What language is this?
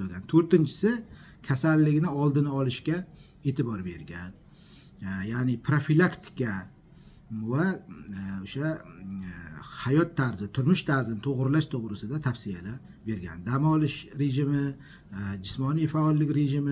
Uzbek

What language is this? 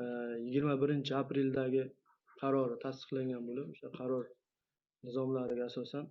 Uzbek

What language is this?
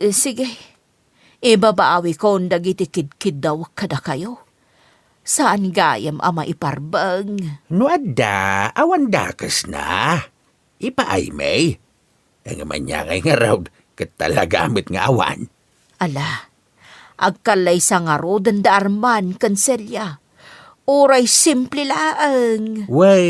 Iloko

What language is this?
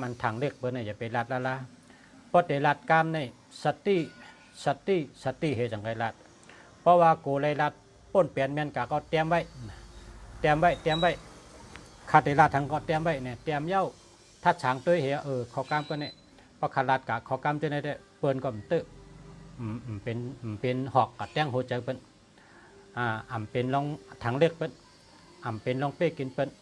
Shan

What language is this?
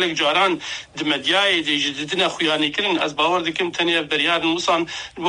Kurdish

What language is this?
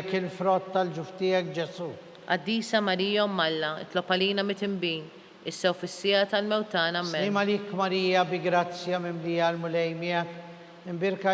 Maltese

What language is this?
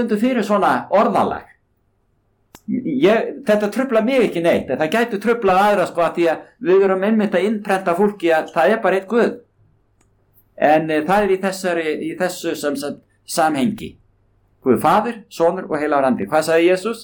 Icelandic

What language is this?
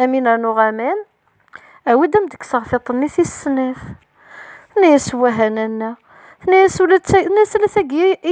Kabyle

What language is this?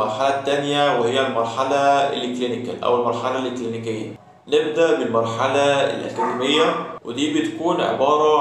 Egyptian Arabic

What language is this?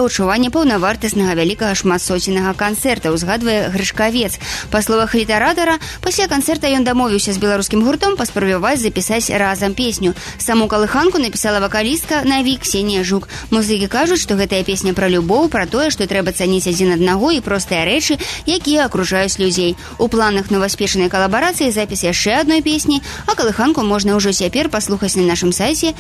Belarusian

